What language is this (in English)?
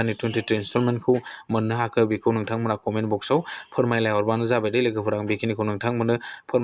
Bodo